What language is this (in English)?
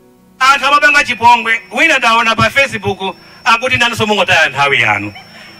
Nyanja